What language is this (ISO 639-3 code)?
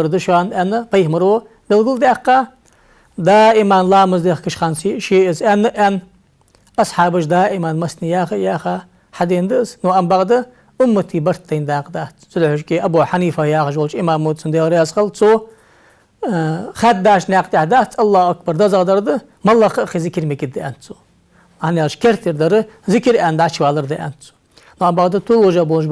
inh